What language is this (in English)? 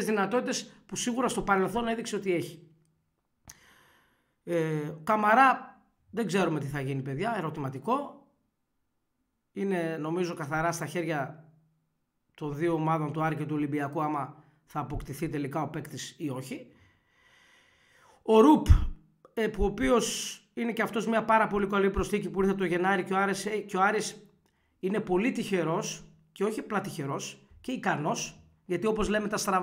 Greek